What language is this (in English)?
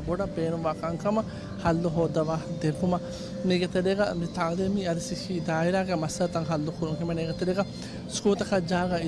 Divehi